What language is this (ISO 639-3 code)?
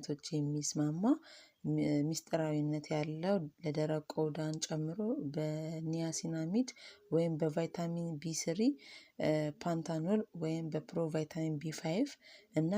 amh